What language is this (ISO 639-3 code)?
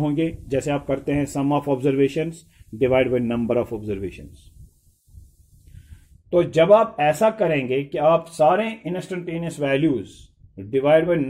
hin